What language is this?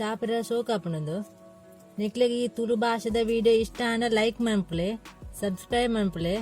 Tulu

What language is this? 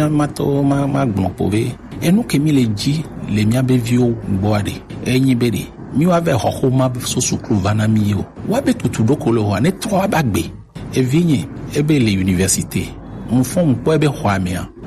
Gen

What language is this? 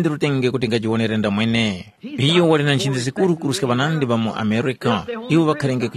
Tumbuka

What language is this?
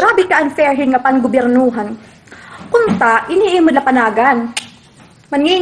Waray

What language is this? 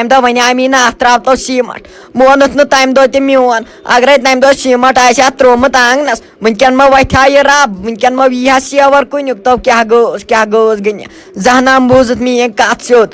Kashmiri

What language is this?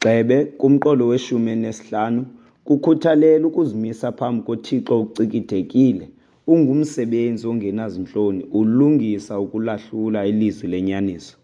Xhosa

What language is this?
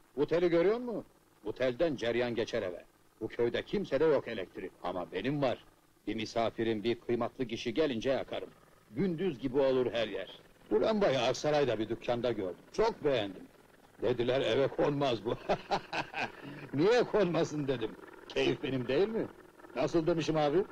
Turkish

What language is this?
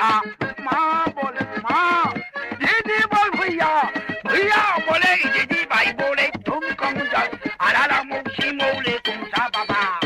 Morisyen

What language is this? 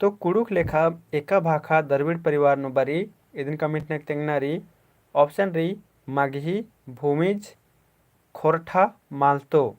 Kurukh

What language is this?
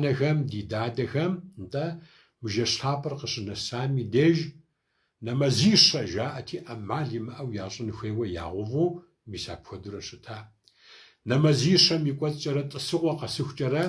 Kabardian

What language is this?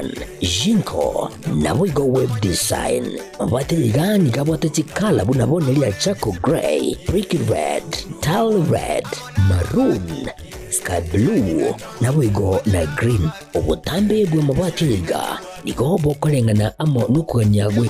Gusii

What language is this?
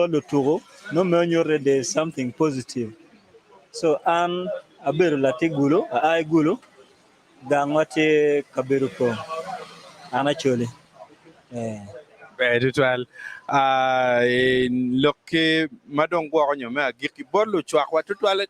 Acoli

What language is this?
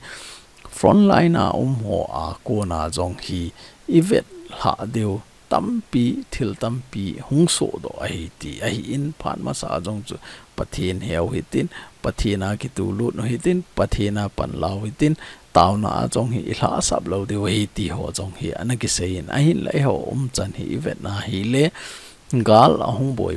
Thado Chin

